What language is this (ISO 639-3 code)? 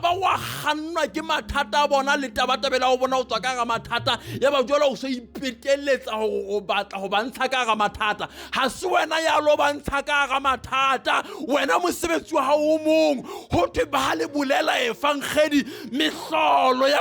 sot